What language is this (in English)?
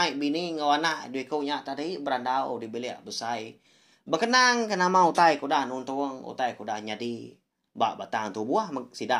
Iban